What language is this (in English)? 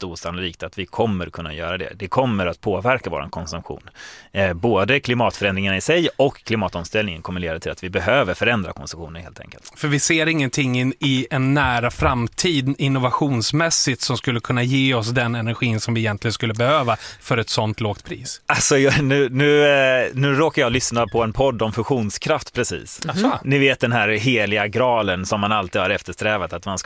Swedish